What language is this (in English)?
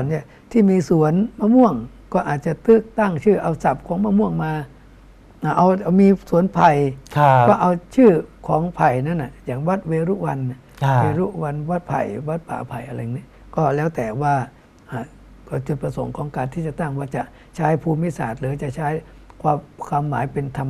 Thai